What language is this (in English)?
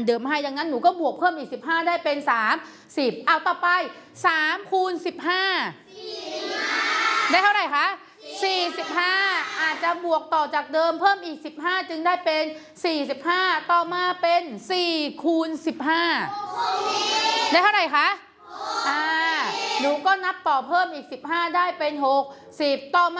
Thai